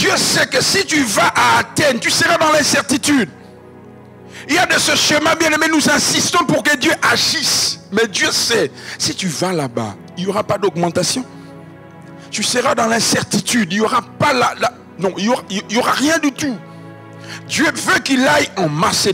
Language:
French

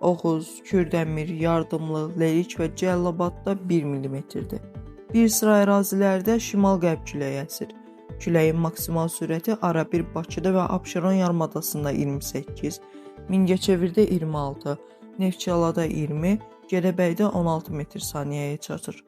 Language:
Azerbaijani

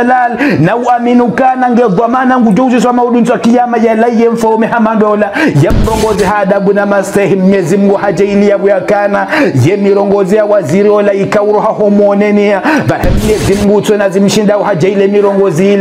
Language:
Ngazidja Comorian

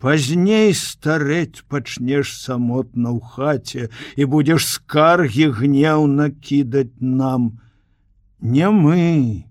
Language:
Belarusian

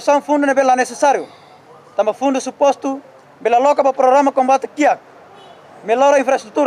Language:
Tetum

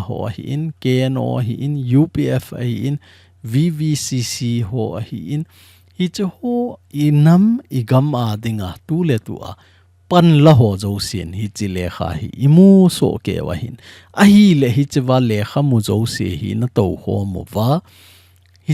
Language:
Thado Chin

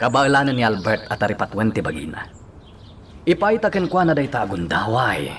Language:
Iloko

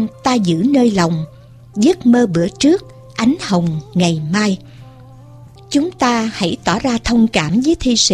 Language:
Vietnamese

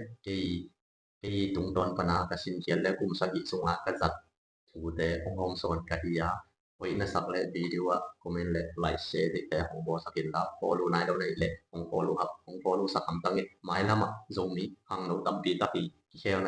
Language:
Tedim Chin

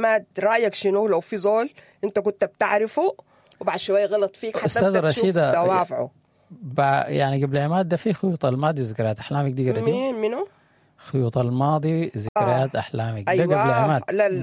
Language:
Sudanese Arabic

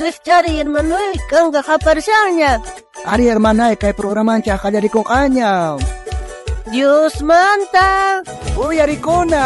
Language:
South Bolivian Quechua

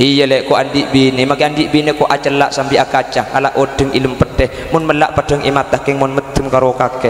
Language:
Madurese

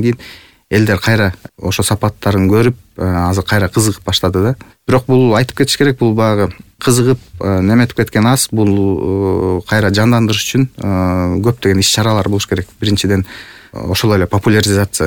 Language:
Kyrgyz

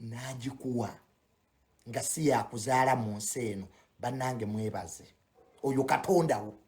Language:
Ganda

